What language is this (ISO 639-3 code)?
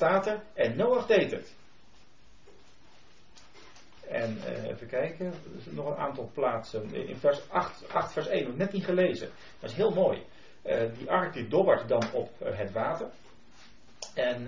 nld